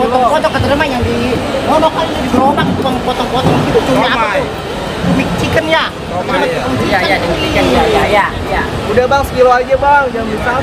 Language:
Betawi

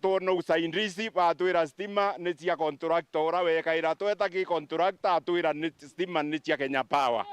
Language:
Meru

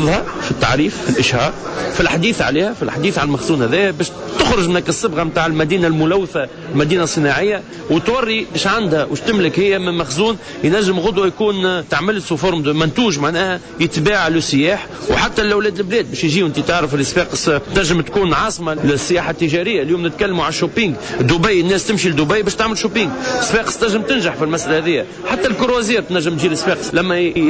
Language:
Tunisian Arabic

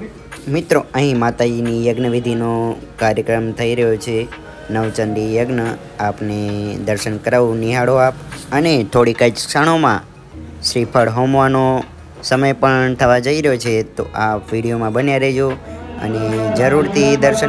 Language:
Gujarati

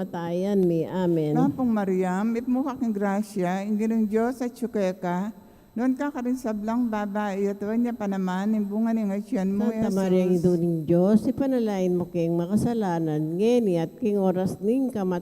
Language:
Pampanga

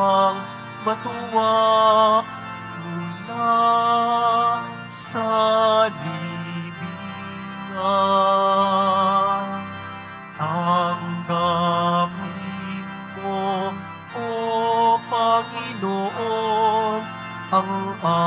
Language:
Filipino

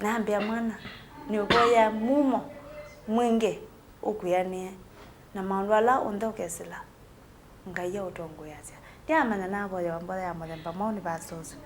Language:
Kamba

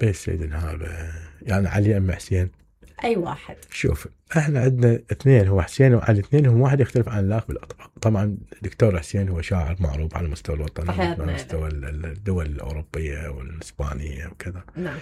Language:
Mesopotamian Arabic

